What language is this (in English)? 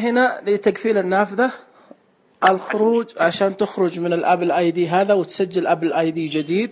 Najdi Arabic